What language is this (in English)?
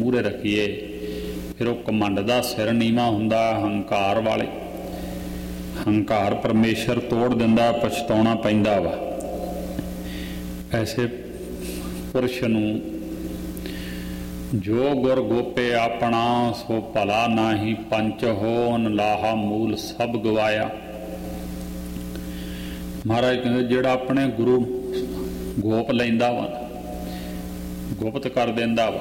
Punjabi